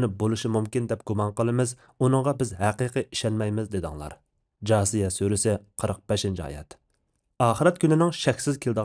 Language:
Uyghur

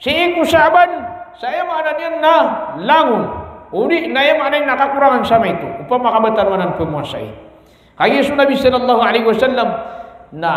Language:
Maranao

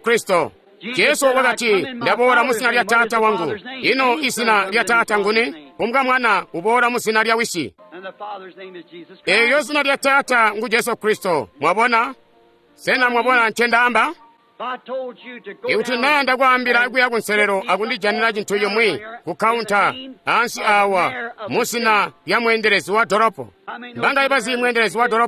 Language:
Tonga (Zambia)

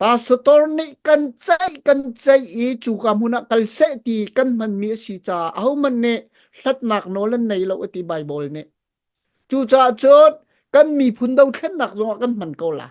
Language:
Hakha Chin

